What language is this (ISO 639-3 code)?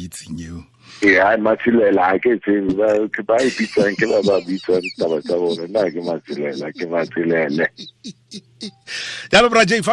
tsn